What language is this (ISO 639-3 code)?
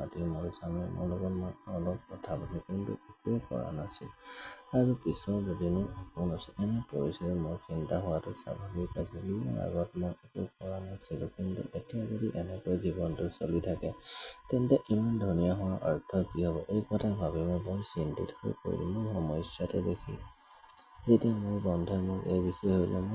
asm